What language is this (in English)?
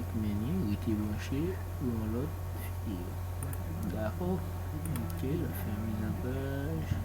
Haitian Creole